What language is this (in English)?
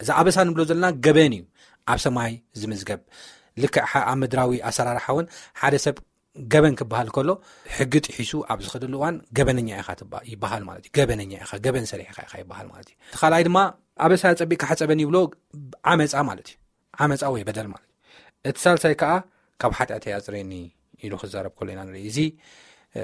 Tigrinya